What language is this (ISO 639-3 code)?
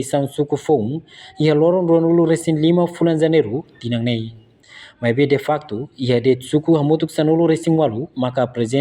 tet